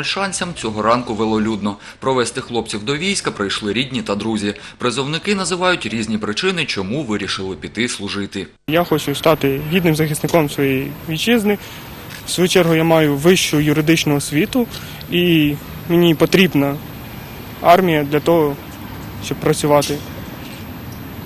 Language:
Ukrainian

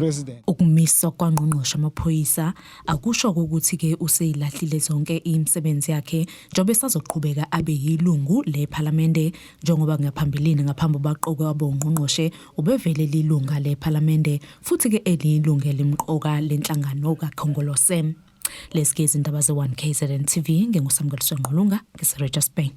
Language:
Zulu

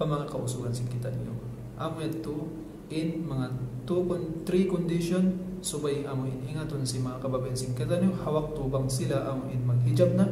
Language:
Tausug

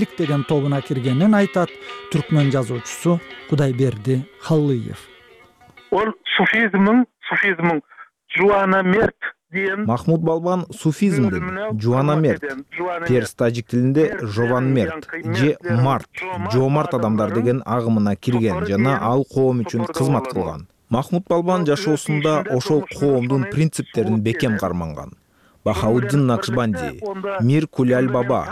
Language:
Kyrgyz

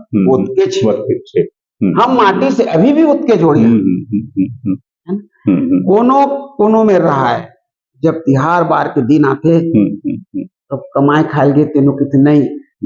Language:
Chhattisgarhi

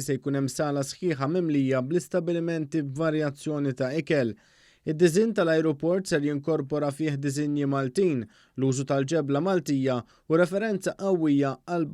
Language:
Maltese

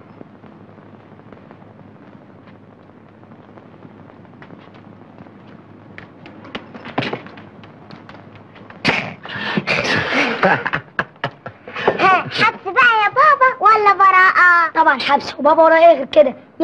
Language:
Egyptian Arabic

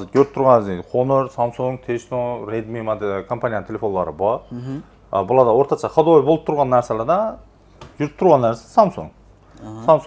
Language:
Uzbek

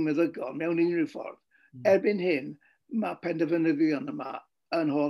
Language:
Welsh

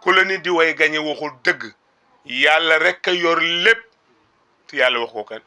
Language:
Wolof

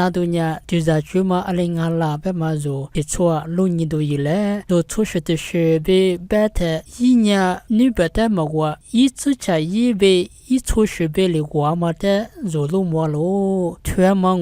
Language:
Lisu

